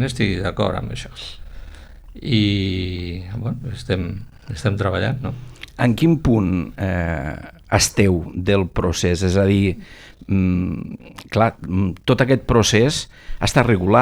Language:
Catalan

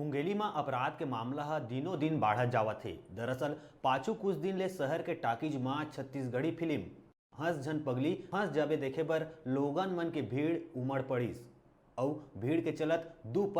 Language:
Chhattisgarhi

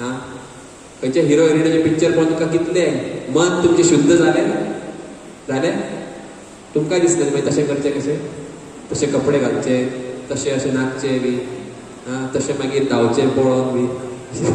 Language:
Konkani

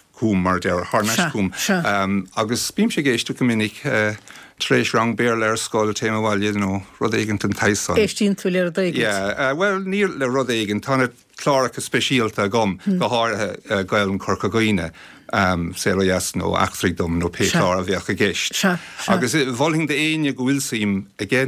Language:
Irish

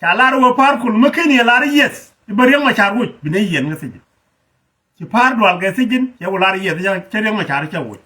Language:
Nuer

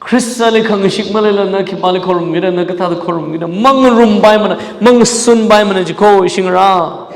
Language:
Tangkhul Naga (India)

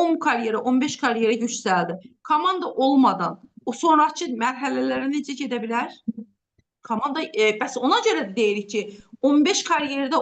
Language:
Azerbaijani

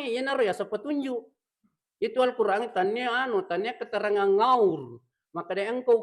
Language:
Buginese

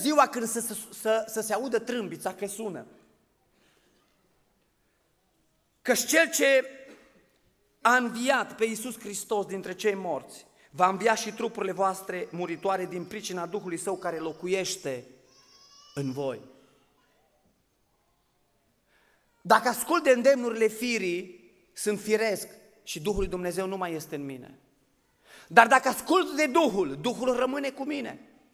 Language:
Romanian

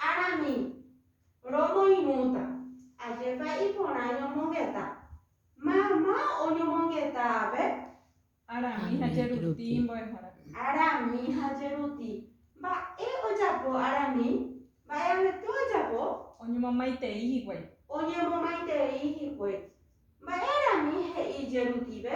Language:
Guarani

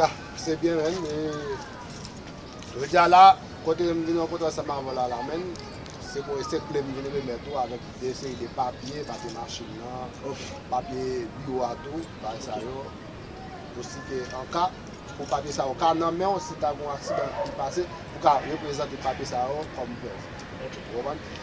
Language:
Haitian Creole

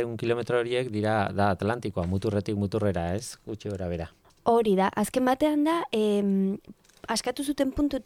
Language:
Basque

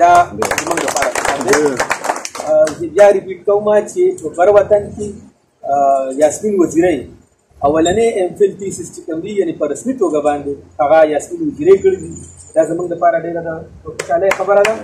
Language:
Pashto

